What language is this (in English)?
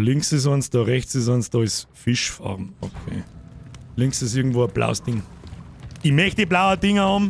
Bavarian